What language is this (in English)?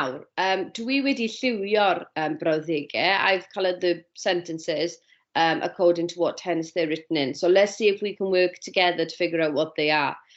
Welsh